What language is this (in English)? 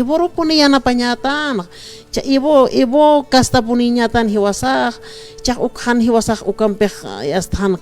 Aymara